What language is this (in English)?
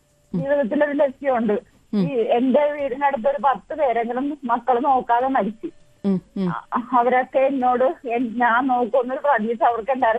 Malayalam